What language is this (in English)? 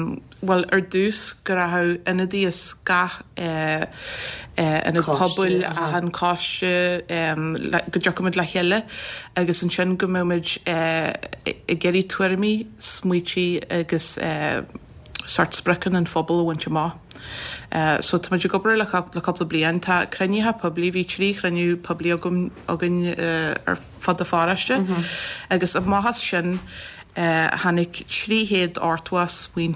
Irish